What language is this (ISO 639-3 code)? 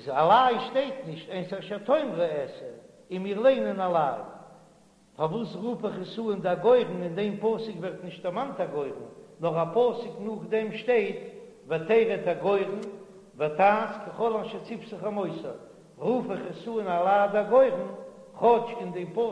yid